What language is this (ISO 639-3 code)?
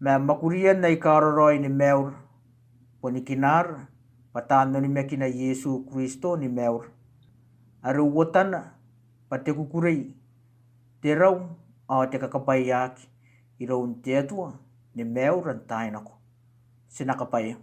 gil